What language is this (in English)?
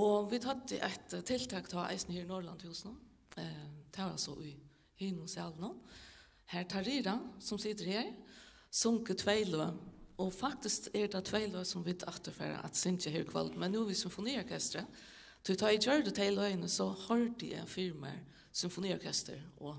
Faroese